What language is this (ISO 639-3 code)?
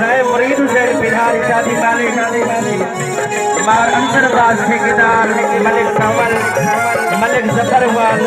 skr